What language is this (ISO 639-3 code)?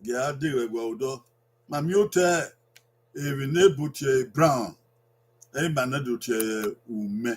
bin